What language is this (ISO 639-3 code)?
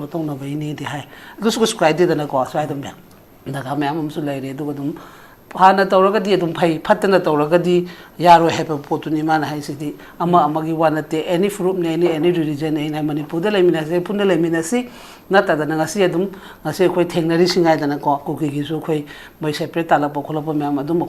mni